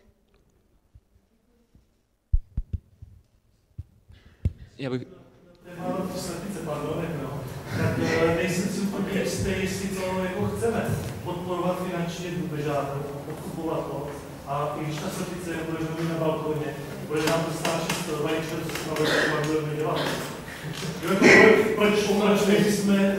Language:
Czech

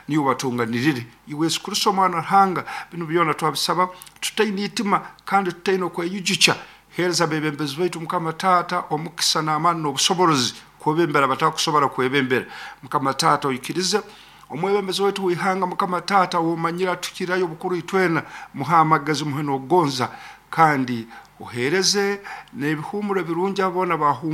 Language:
Nyoro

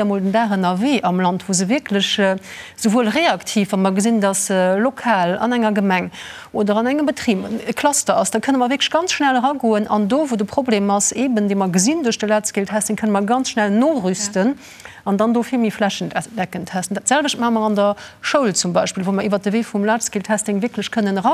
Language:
Luxembourgish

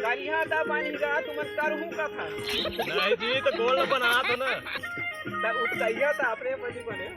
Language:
Chhattisgarhi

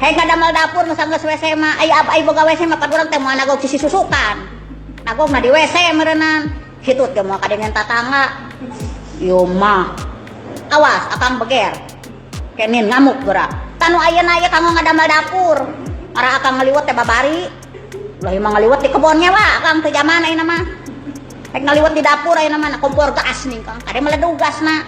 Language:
Sundanese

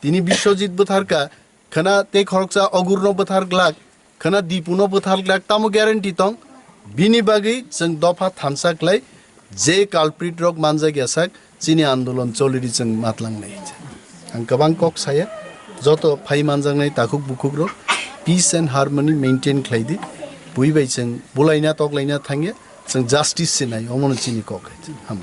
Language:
Kok Borok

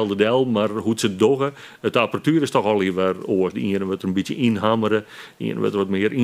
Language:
Western Frisian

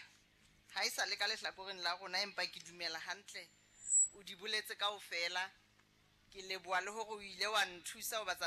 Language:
Southern Sotho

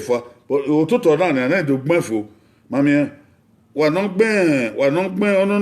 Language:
Bini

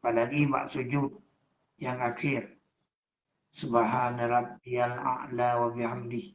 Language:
Achinese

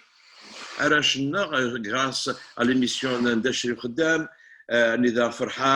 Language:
Kabyle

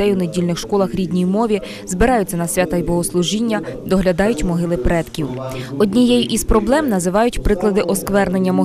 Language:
Ukrainian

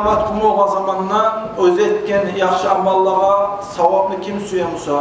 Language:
Kumyk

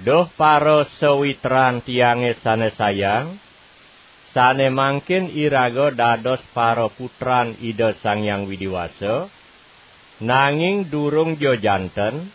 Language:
Balinese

